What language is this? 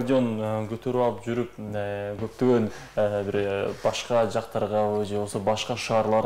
Kyrgyz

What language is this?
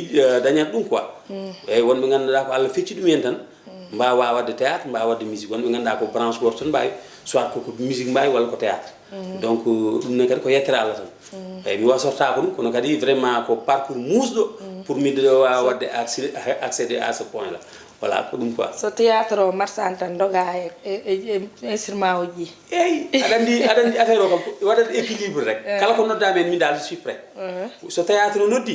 Fula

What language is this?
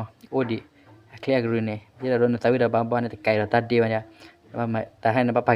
S'gaw Karen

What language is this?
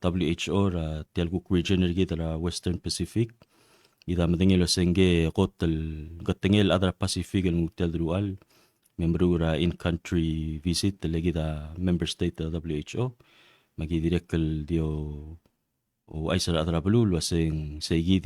Palauan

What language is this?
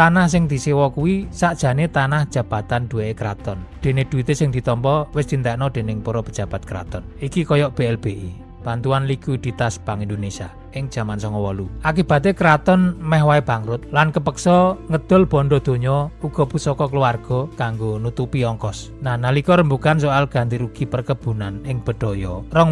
Javanese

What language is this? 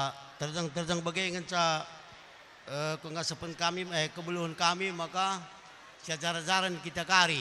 Batak Karo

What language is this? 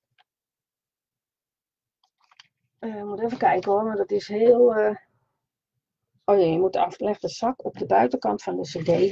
Dutch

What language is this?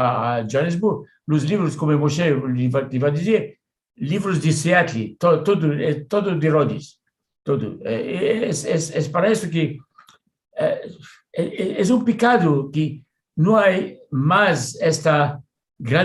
Ladino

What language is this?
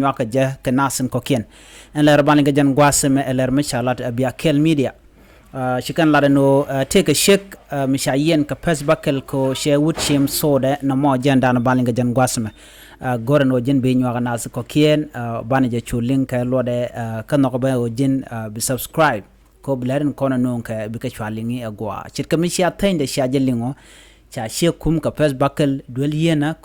Nuer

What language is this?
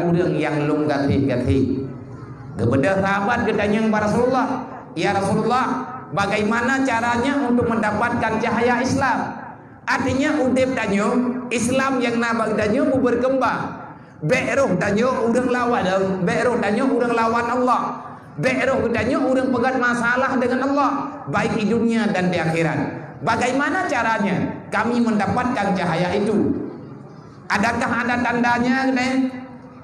Achinese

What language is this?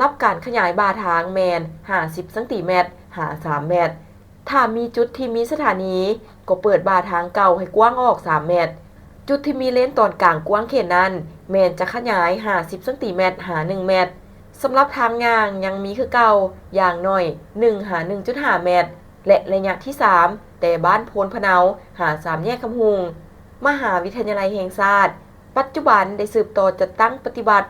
Lao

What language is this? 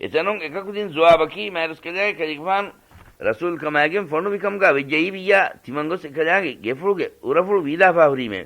Divehi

